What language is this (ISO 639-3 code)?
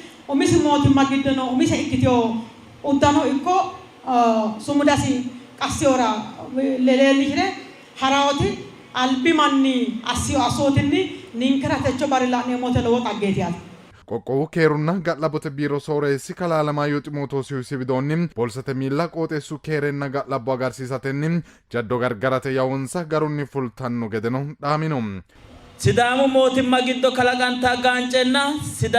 sid